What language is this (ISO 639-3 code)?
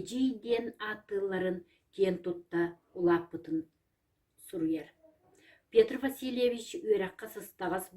sah